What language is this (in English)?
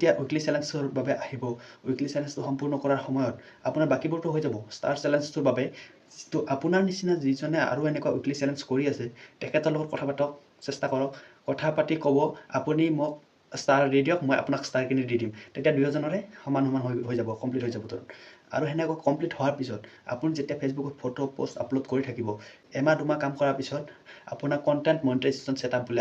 Assamese